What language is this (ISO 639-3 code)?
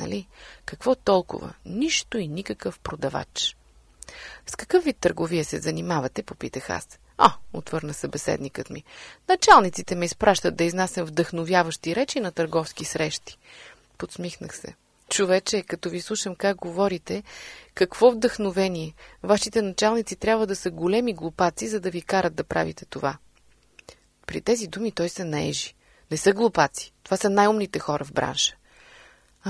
bul